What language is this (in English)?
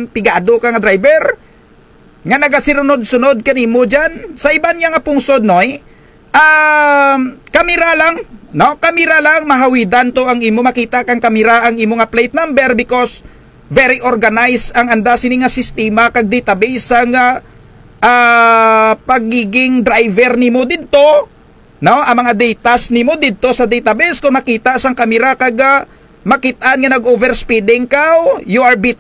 Kinaray-a